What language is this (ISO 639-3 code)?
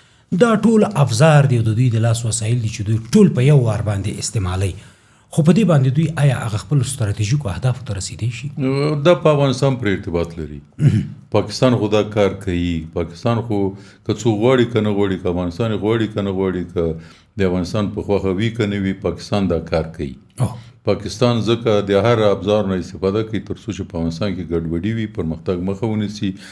pus